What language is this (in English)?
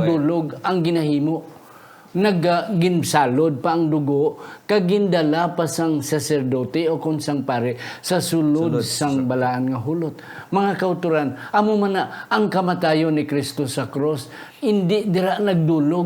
Hiligaynon